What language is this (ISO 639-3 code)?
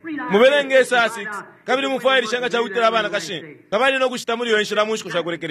bem